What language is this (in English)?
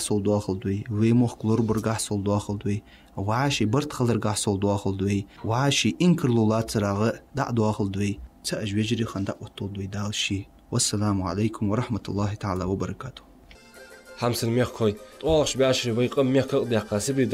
Ingush